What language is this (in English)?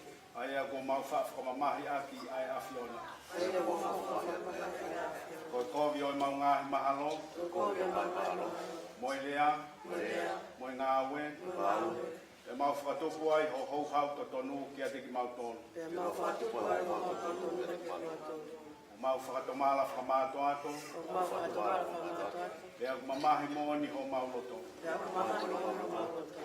Tongan